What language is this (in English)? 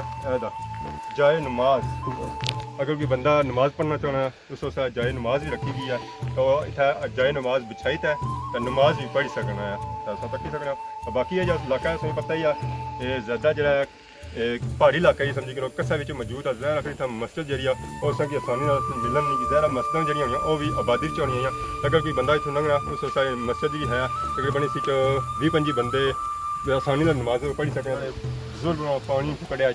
Pahari-Potwari